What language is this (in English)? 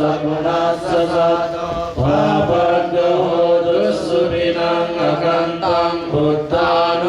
Pali